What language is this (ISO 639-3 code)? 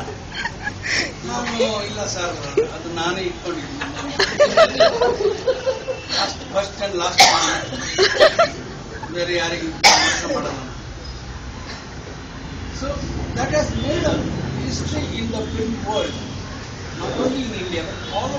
kan